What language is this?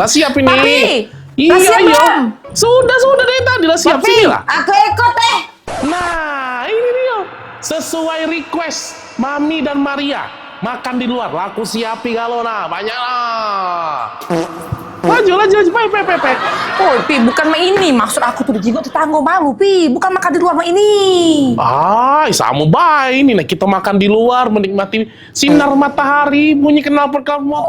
Musi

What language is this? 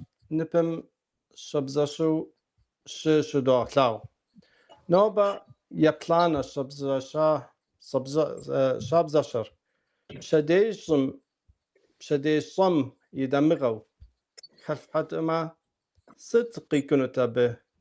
Kabardian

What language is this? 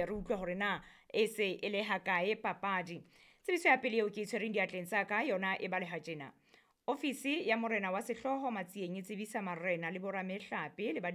Southern Sotho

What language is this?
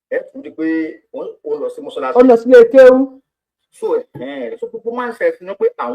Yoruba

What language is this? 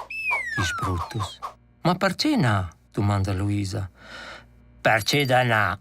Romansh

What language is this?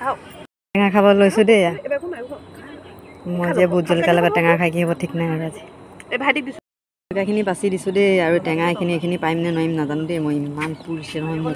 Assamese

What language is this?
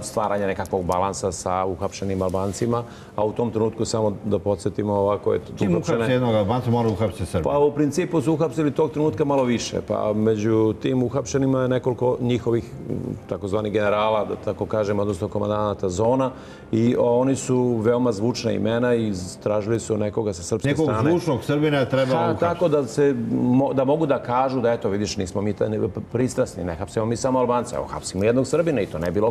Serbian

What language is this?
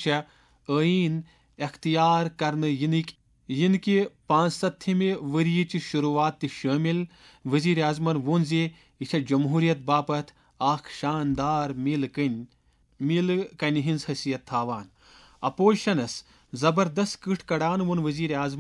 Kashmiri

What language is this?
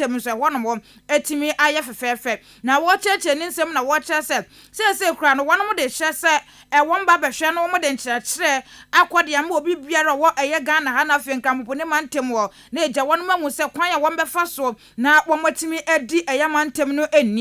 Akan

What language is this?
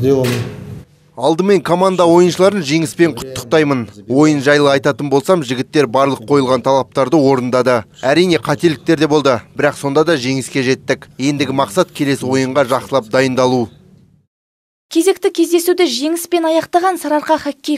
Kazakh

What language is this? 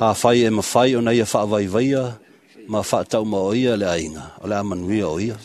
Samoan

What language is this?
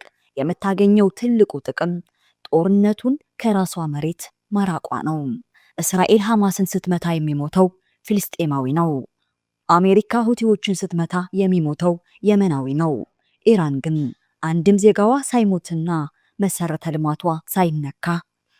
Amharic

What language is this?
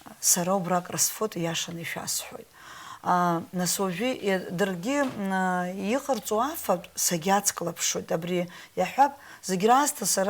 Abkhazian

